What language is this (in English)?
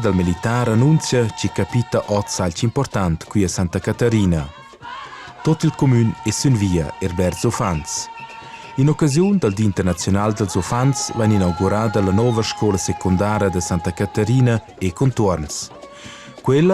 Romansh